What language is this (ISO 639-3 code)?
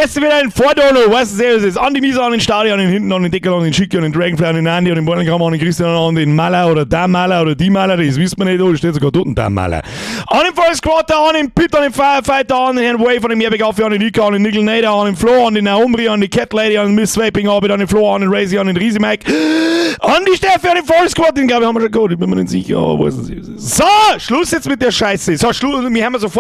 bar